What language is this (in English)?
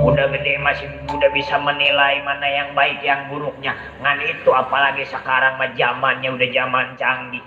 Betawi